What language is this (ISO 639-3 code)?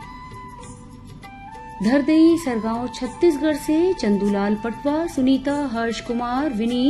hin